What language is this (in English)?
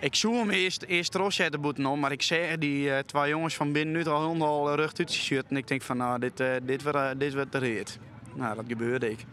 Western Frisian